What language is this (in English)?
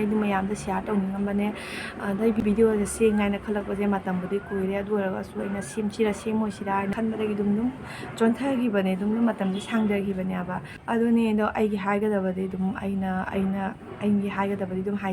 Manipuri